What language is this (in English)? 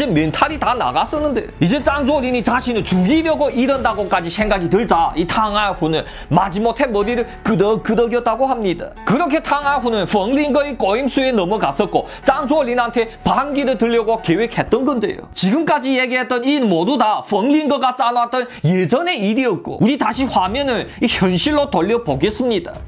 Korean